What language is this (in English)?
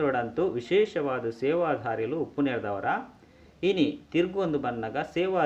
Tulu